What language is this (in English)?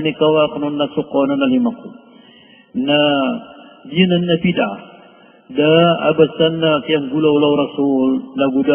Maranao